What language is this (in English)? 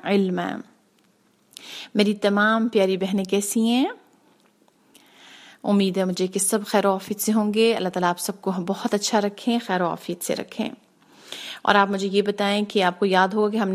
Urdu